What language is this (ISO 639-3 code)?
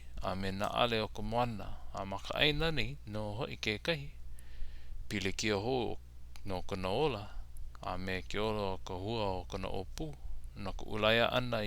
haw